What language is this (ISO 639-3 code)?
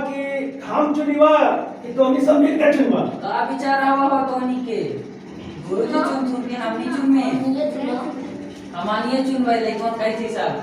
mag